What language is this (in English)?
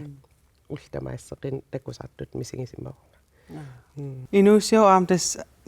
Kalaallisut